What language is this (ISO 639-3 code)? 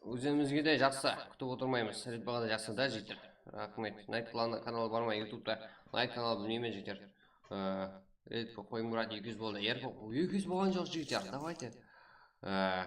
kaa